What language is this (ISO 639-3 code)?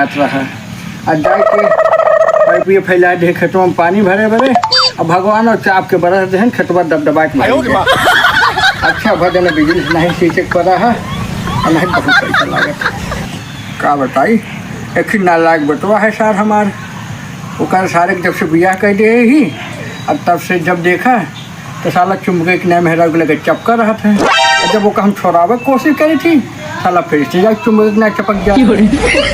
awa